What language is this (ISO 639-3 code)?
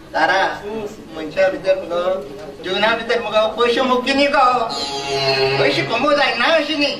kok